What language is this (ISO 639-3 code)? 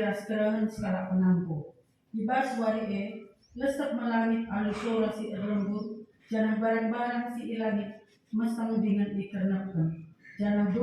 btx